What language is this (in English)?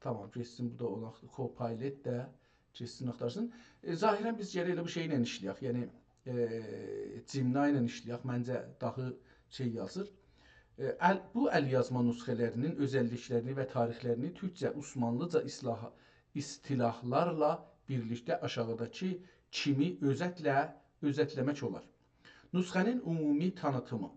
South Azerbaijani